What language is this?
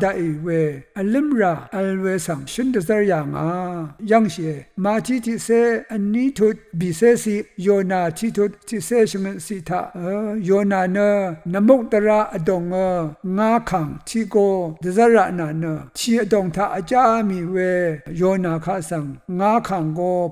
Rawang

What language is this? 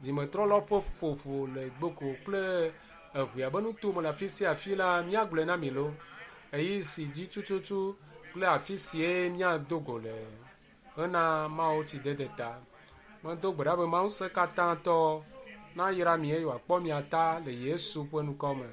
Ewe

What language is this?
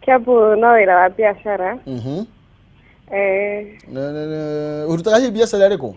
Kikuyu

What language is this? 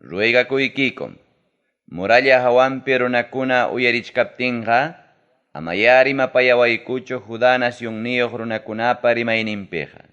Ayacucho Quechua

